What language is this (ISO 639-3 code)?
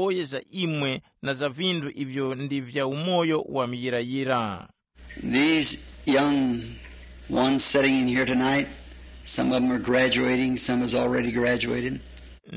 tum